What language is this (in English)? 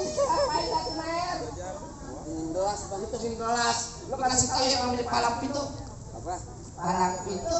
Betawi